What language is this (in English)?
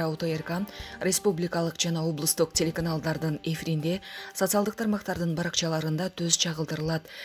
Kyrgyz